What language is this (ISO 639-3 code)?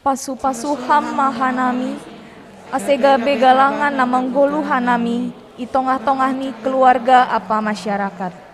bts